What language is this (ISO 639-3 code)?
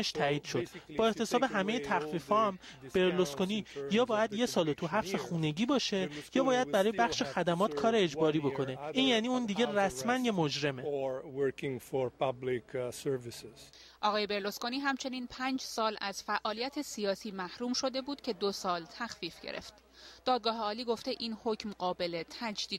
fas